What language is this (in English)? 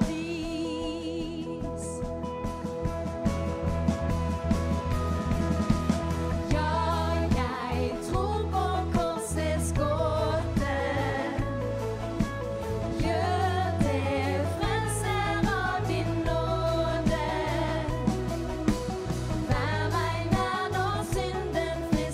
Norwegian